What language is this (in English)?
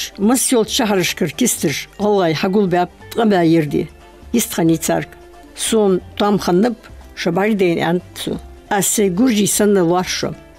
Ingush